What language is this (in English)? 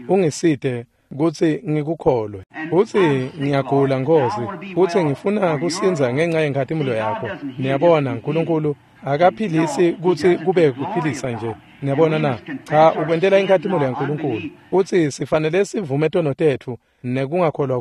Swati